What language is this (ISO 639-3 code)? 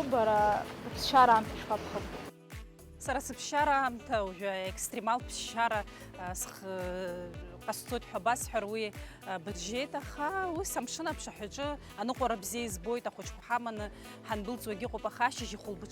abk